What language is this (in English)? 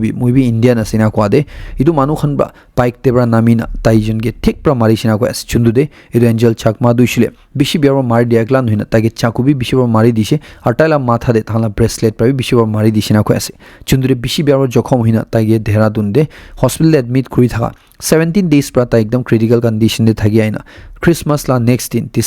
Naga Pidgin